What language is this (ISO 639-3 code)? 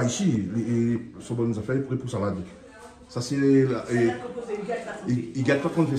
rcf